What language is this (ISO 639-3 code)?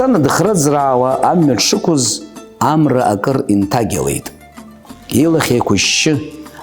abk